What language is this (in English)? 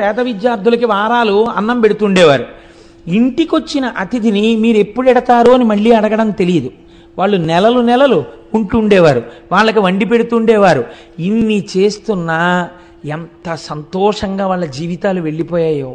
Telugu